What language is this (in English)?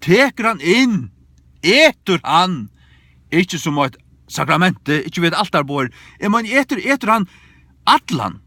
Faroese